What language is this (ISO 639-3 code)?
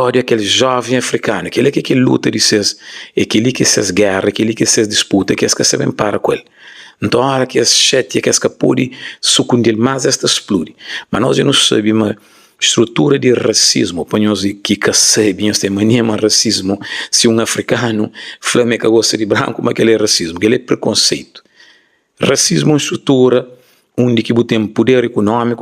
kea